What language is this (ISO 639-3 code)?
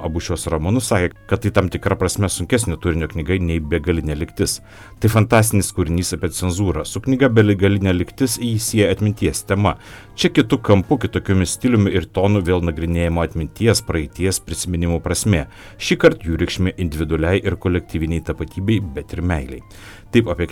lit